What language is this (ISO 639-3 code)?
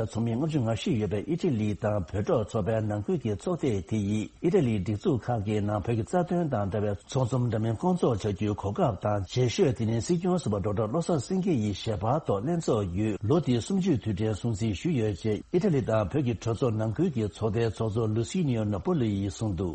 bod